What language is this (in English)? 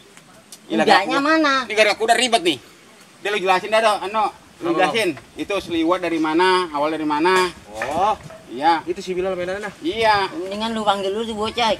Betawi